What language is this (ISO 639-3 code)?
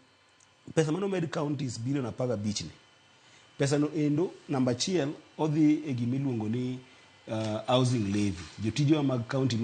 luo